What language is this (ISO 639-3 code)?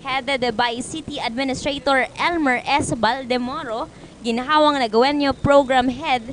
bik